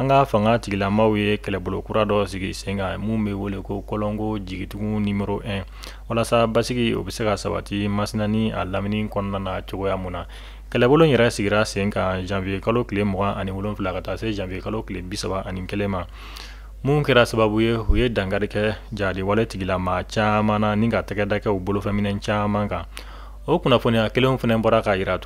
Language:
Bambara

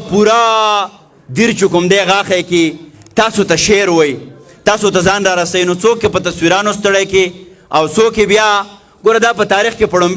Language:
Pashto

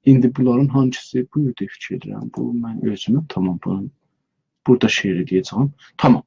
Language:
South Azerbaijani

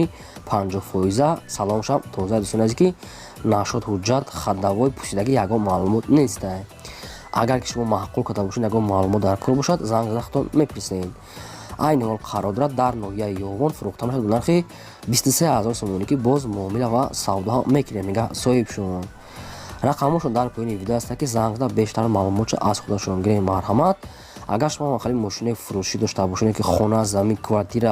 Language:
Tajik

